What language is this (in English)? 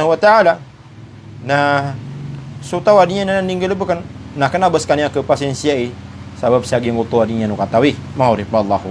Maranao